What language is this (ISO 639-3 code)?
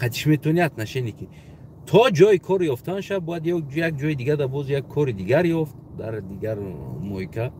tgk